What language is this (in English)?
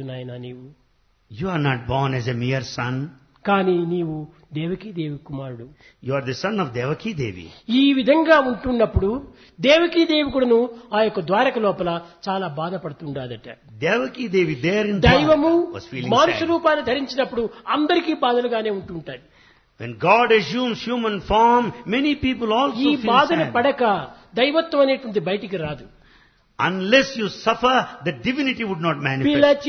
Telugu